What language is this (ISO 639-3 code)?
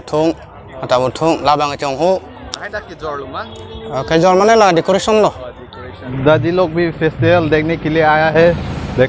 mjw